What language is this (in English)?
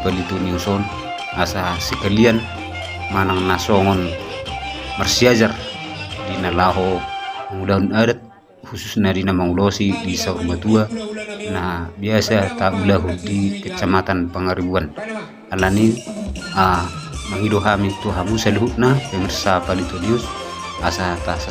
Batak Toba